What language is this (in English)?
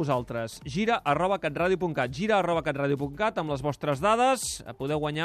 Catalan